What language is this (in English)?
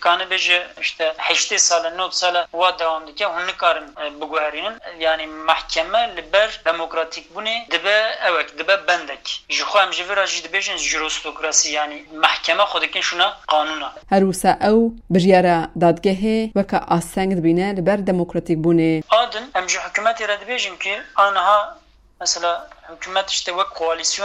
Kurdish